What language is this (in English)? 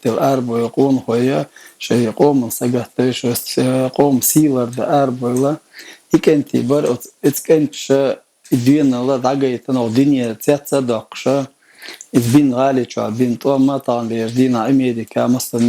Chechen